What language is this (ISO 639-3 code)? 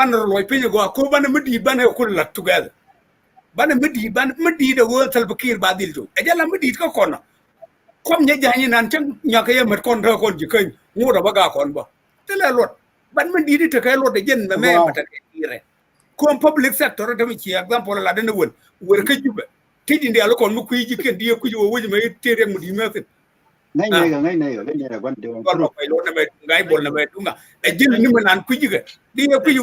nus